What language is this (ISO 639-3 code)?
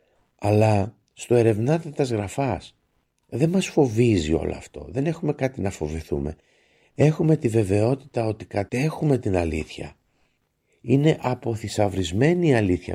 ell